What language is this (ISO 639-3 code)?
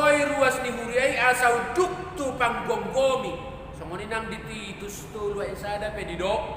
bbc